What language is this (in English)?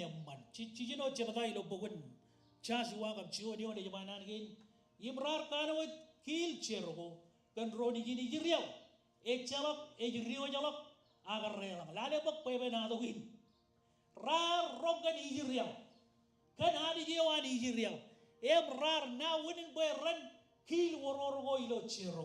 Marshallese